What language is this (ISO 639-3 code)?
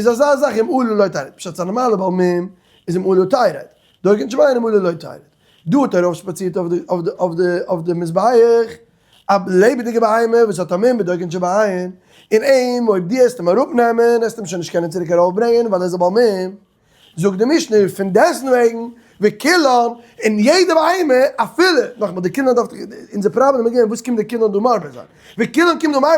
yid